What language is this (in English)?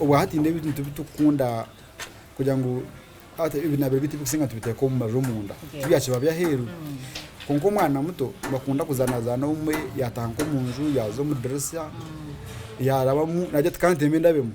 Nyankole